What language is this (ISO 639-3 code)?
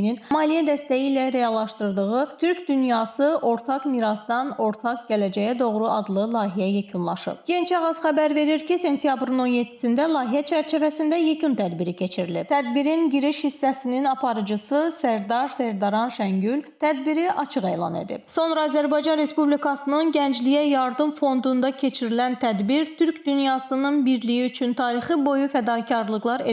aze